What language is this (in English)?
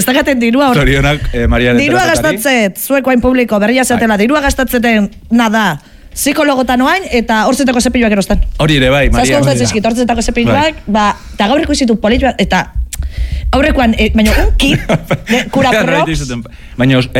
Basque